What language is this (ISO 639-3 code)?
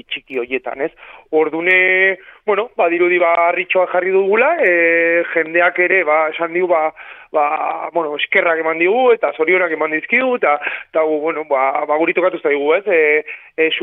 eus